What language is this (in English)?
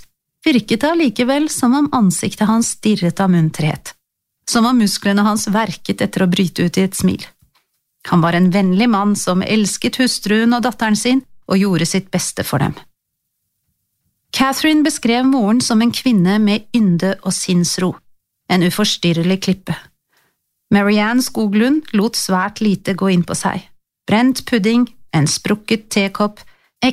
Norwegian